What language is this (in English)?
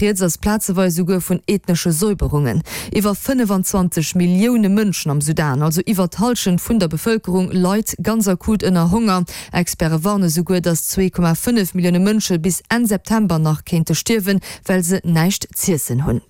Luxembourgish